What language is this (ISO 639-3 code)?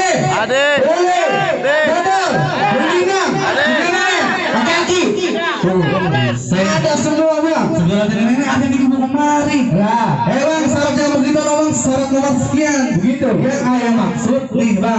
bew